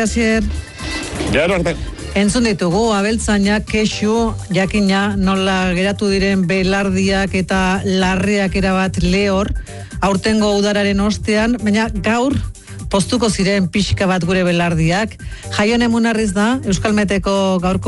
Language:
Basque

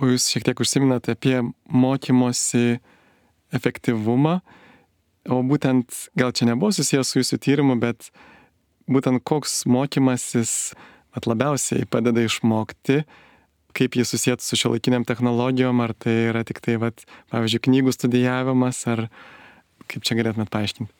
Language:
Lithuanian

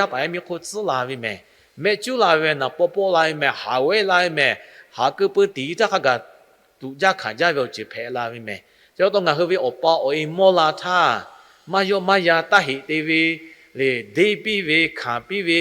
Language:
Lahu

